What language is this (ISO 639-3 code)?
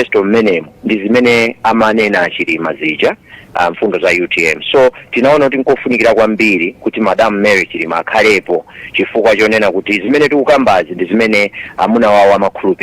nya